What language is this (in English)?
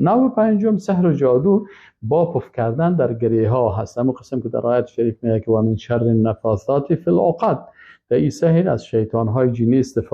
Persian